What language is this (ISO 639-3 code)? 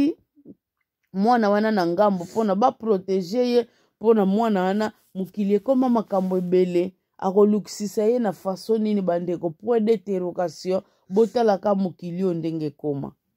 lin